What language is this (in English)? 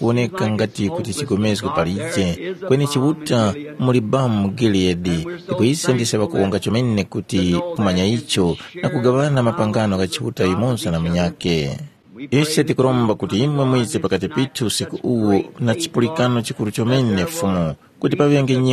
Tumbuka